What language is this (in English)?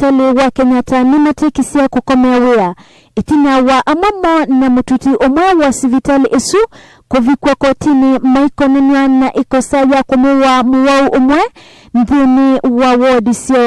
Kamba